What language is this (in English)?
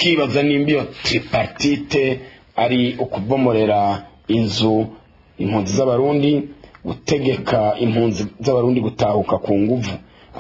Rundi